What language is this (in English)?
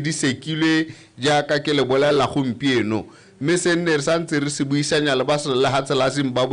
Tswana